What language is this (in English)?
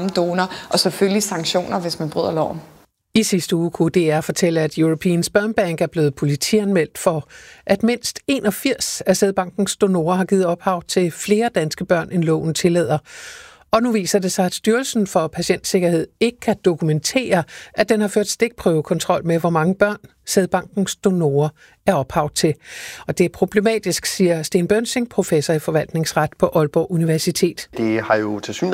Danish